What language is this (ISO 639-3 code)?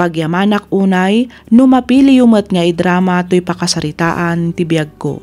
ilo